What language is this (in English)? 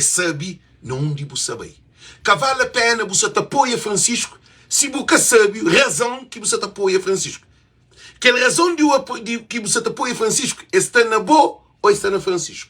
Kabuverdianu